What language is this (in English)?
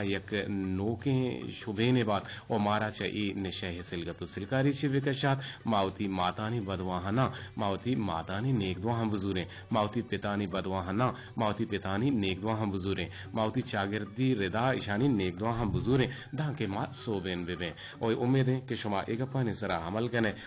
Eastern Balochi